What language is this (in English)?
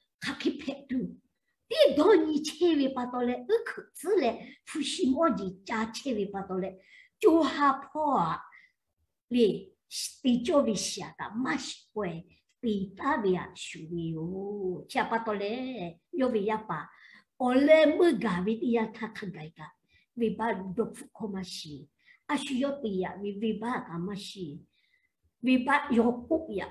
Lahu